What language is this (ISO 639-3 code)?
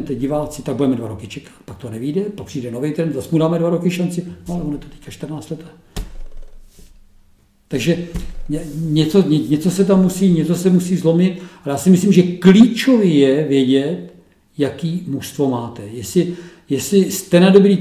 ces